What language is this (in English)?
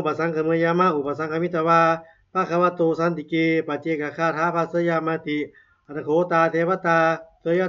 Pali